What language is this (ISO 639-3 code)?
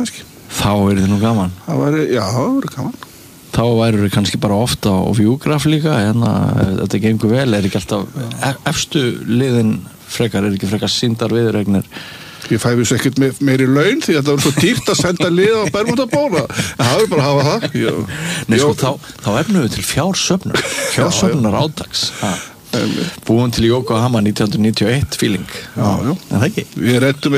isl